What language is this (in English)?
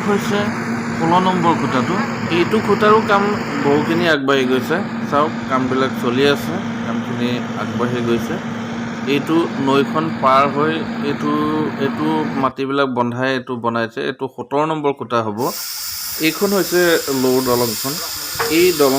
Assamese